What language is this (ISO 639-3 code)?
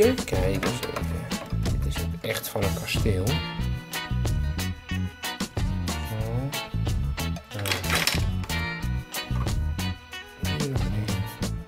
nld